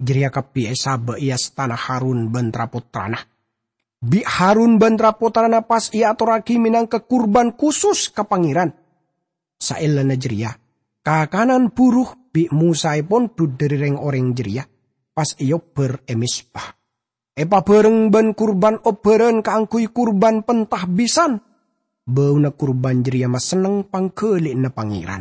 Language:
Madurese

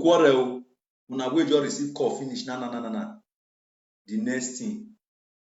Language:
Nigerian Pidgin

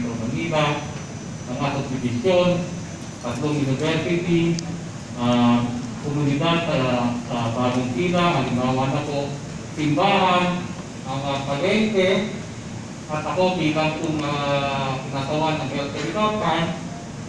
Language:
Filipino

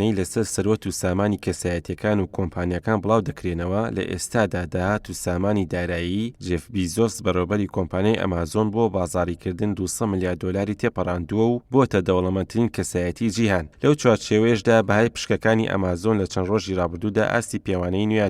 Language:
Central Kurdish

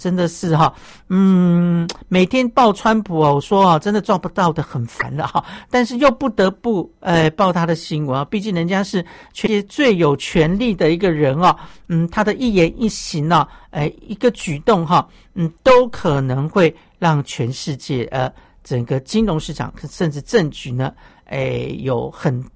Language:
Chinese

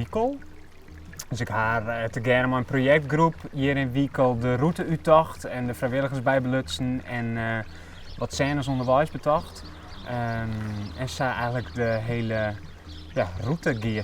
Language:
Western Frisian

